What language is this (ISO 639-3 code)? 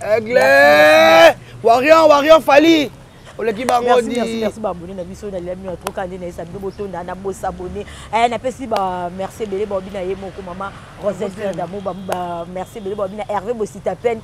lin